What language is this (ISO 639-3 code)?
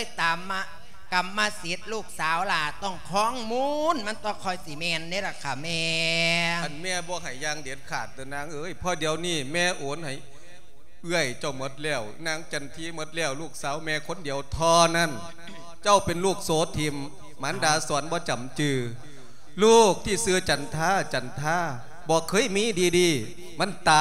lao